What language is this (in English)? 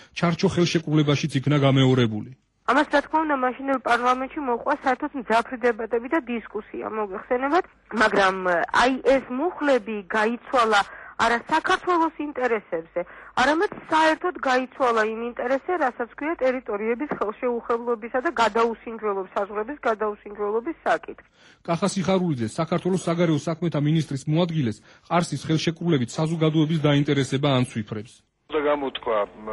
Georgian